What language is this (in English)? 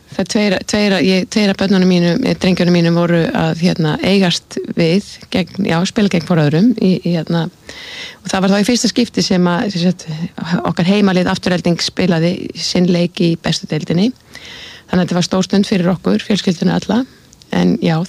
Icelandic